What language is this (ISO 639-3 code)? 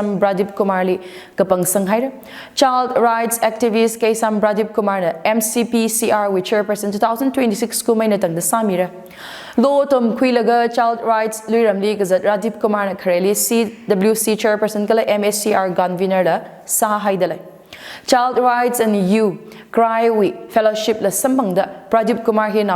nmf